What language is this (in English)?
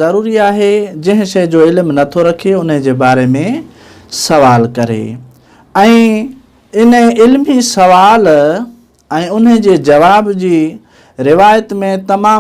Sindhi